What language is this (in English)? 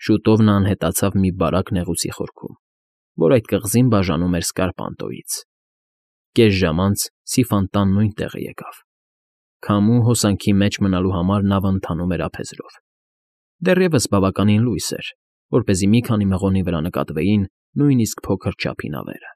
Armenian